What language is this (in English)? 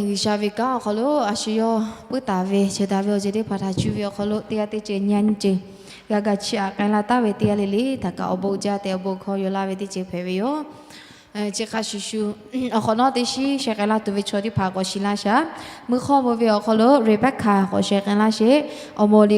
Lahu